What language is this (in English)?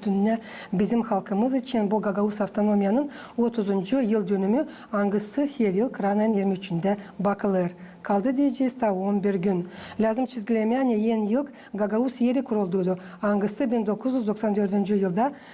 Gagauz